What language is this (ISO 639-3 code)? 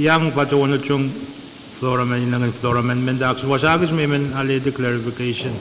pon